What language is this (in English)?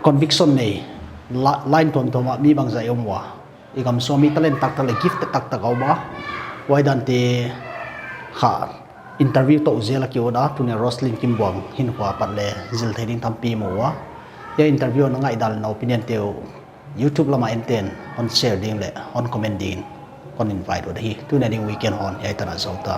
Paite Chin